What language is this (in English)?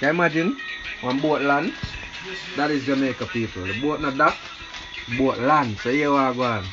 Jamaican Creole English